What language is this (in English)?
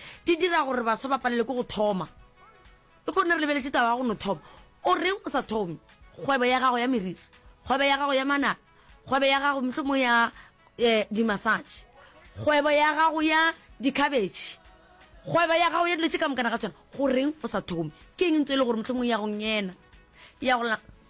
Northern Sotho